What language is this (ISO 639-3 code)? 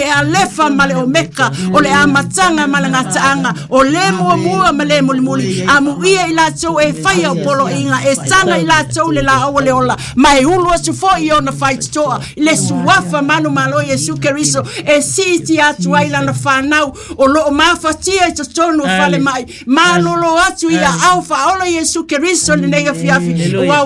smo